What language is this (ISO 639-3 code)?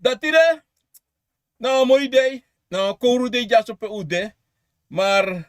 srn